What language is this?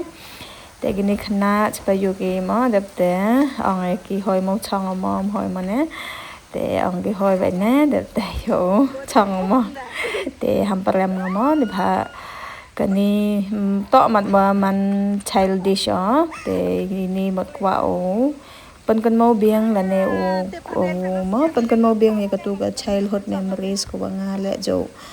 Khasi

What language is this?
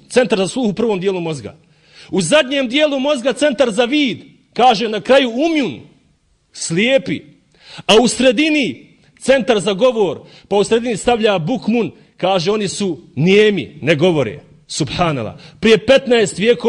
Bosnian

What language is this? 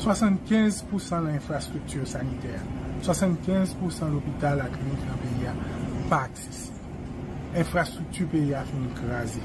Haitian Creole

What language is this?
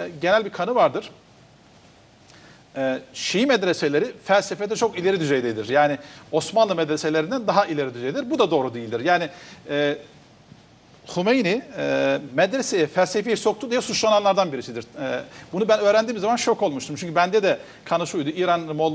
Turkish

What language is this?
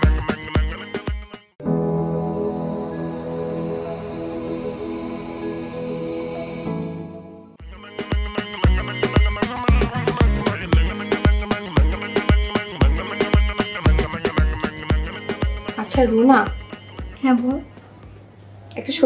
Bangla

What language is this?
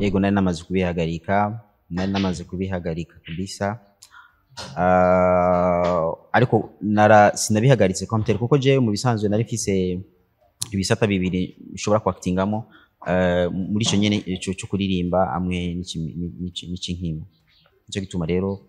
Rundi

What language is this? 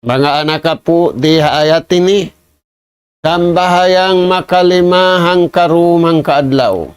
Tausug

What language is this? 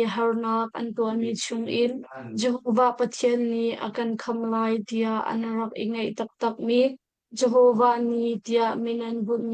Hakha Chin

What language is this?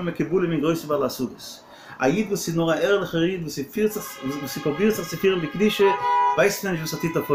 Yiddish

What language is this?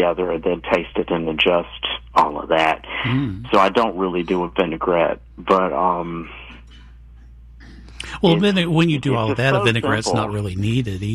English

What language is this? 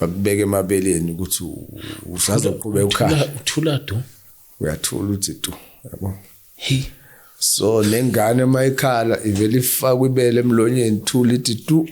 Zulu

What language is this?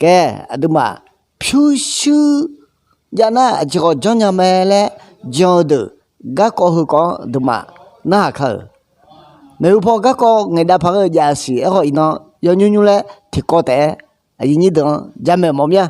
Akha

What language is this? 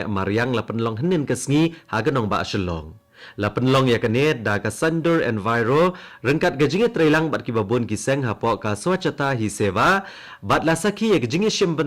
Khasi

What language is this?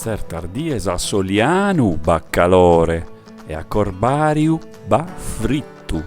Sardinian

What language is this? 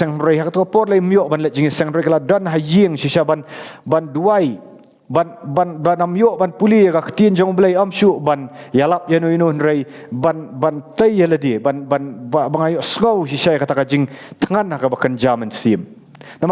Khasi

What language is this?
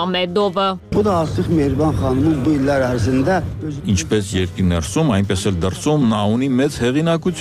Armenian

